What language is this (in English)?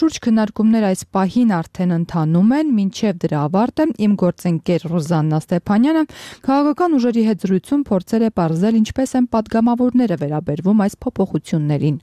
Armenian